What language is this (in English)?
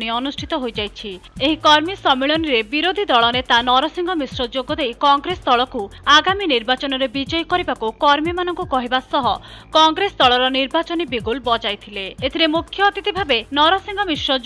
Odia